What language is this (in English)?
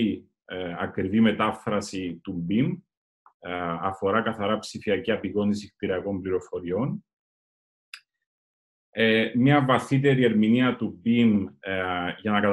Greek